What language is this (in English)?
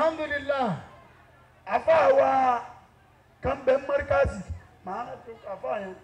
Yoruba